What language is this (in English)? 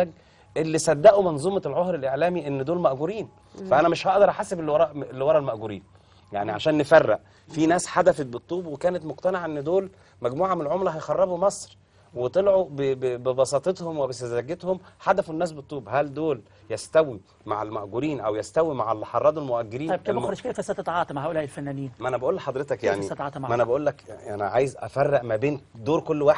Egyptian Arabic